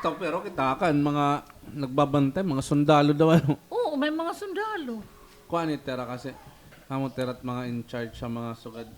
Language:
Waray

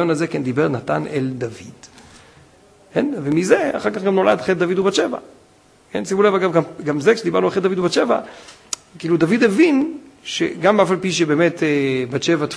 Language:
Hebrew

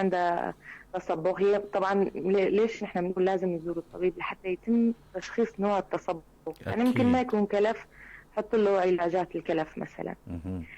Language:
North Levantine Arabic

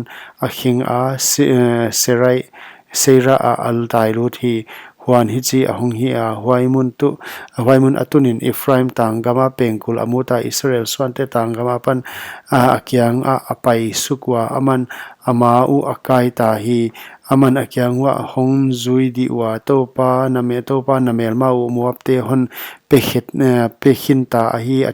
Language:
Paite Chin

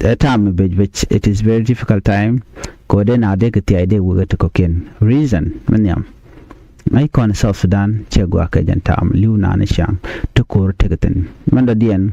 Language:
Nuer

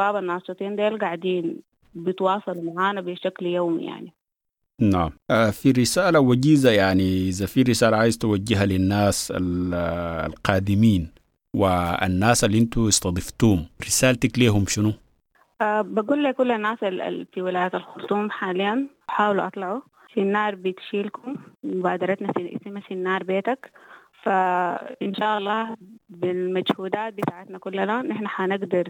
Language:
Sudanese Arabic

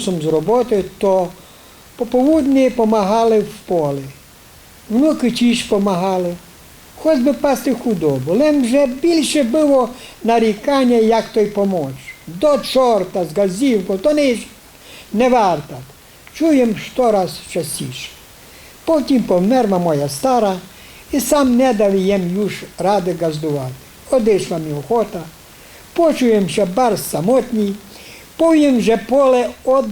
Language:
Rusyn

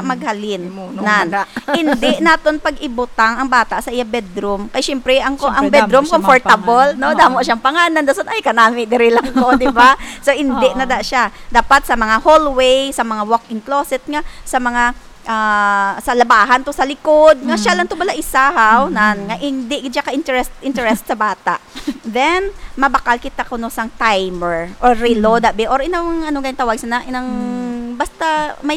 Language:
Hiligaynon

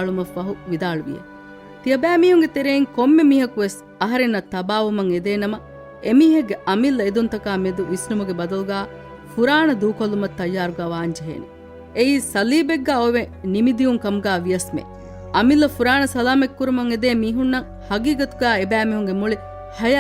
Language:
Divehi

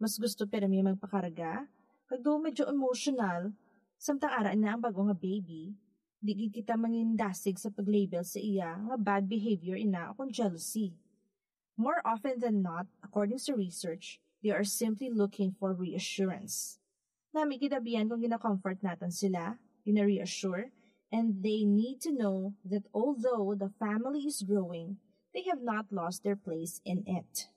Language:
Hiligaynon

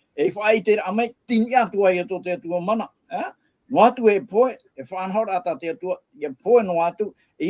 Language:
Tahitian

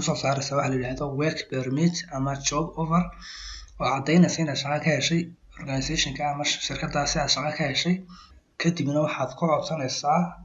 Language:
Somali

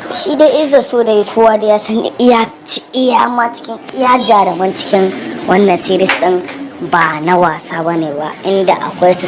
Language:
Hausa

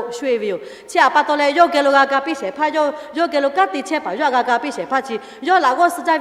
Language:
Lahu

